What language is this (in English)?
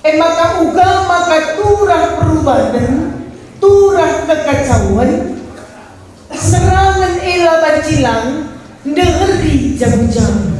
Batak Karo